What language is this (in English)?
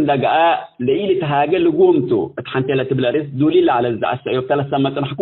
Tigre